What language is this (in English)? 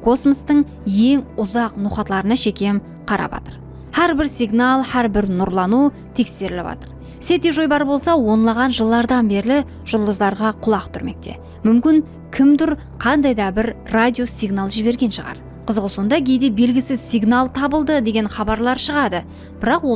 Kara-Kalpak